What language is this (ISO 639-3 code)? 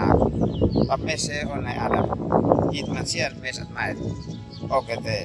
aoz